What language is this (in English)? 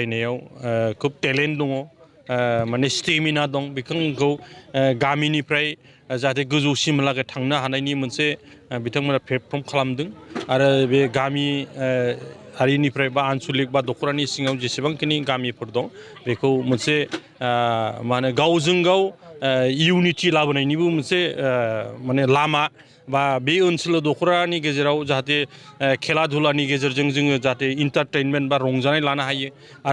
Bodo